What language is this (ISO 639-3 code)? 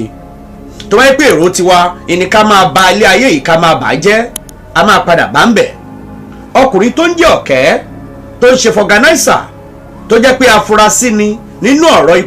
yor